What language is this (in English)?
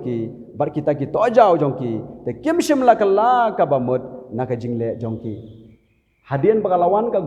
Khasi